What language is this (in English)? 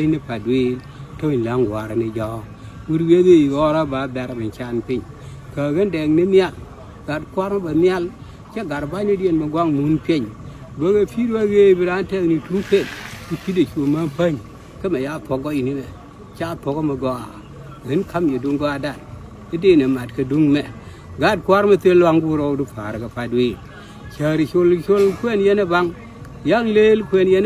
Nuer